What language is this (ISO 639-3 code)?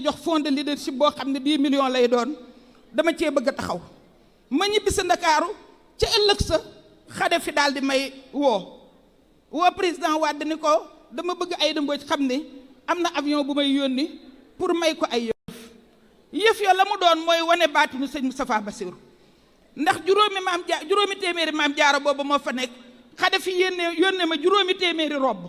wol